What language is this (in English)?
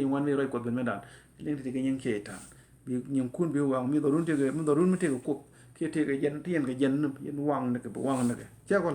Nuer